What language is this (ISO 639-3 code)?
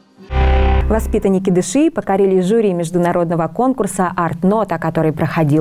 rus